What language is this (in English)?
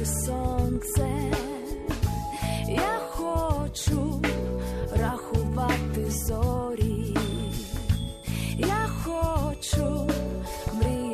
Ukrainian